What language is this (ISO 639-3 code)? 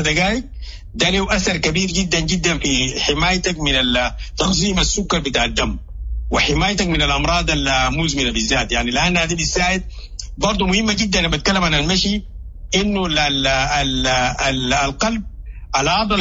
apd